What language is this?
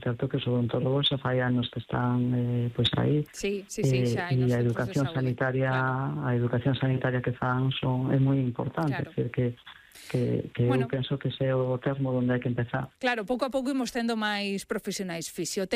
Galician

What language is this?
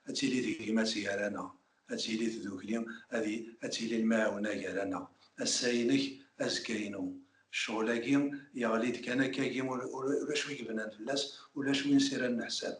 Kabyle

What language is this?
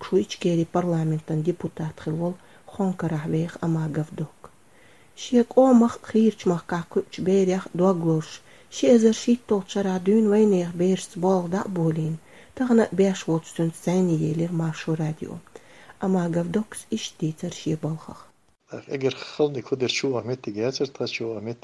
Chechen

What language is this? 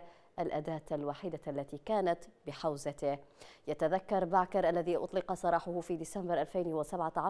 Arabic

